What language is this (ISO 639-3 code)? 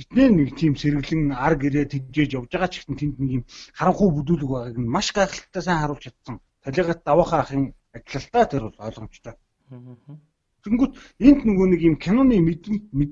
mon